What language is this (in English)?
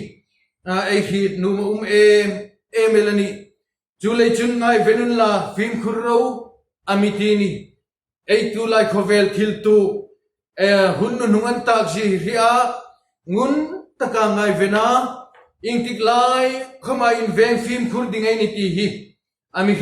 Hmar